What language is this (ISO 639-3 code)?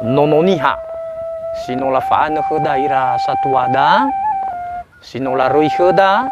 nia